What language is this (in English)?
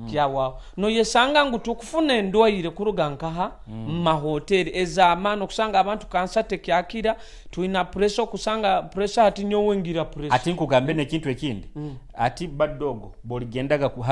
Nyoro